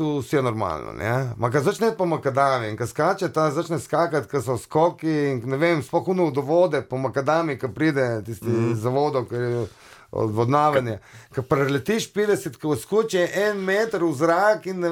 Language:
Slovenian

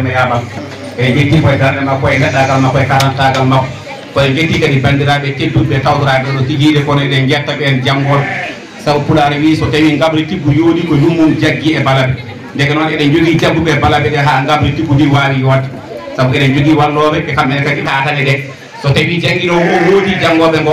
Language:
Fula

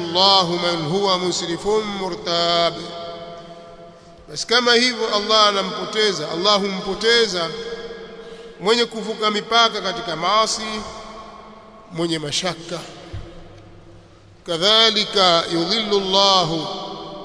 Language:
Swahili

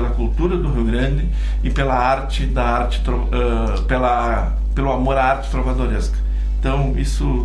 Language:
Portuguese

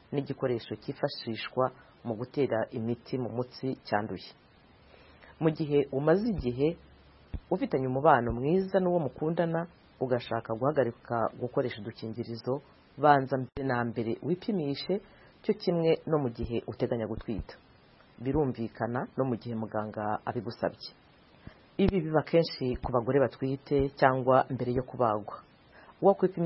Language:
Kinyarwanda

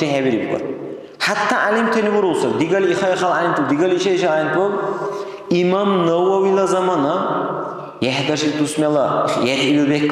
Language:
Dargwa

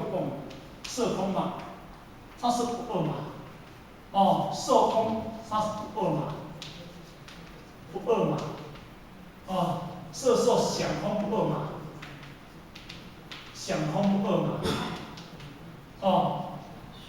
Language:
Min Nan Chinese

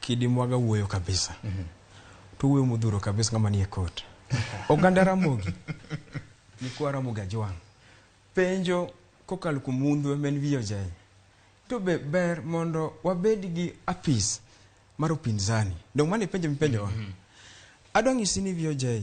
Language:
Luo (Kenya and Tanzania)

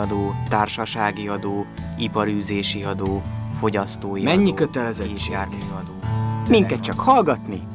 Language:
Hungarian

